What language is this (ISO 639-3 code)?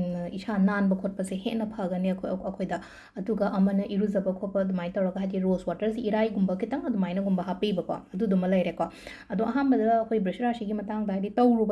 mni